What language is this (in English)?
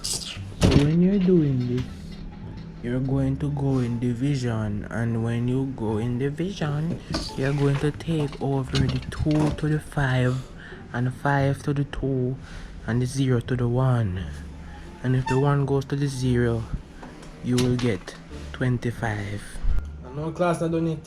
Jamaican Creole English